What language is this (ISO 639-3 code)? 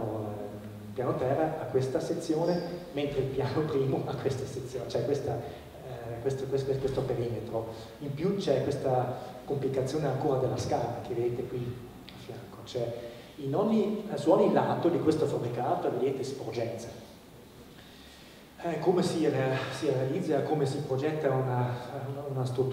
ita